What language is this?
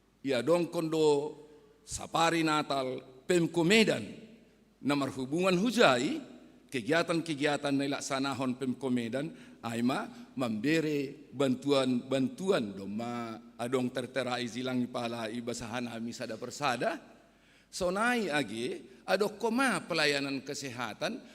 Batak Simalungun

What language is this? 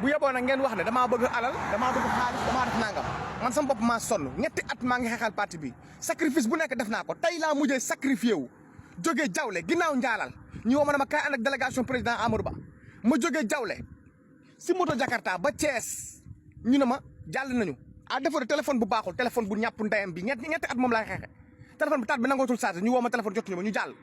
Wolof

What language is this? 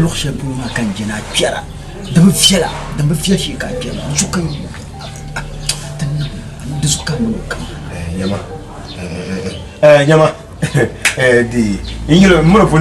Dagbani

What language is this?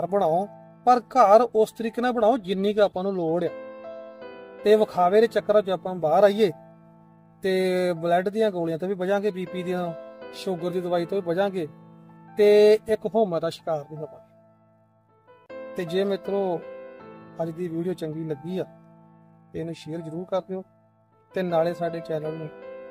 Punjabi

